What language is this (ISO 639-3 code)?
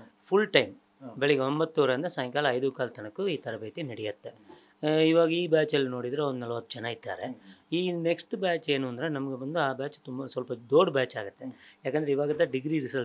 kan